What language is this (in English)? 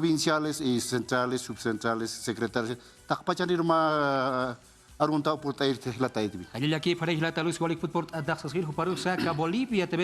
Aymara